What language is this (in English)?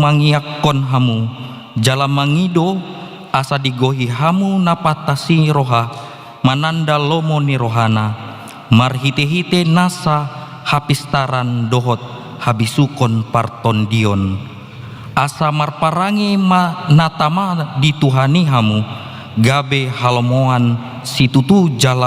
Batak Toba